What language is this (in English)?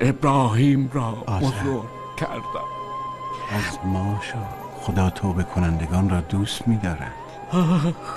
Tajik